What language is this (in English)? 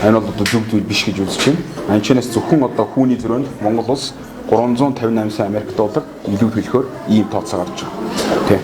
Mongolian